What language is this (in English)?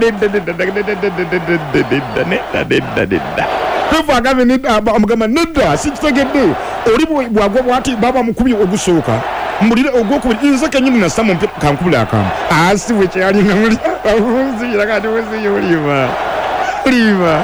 Ganda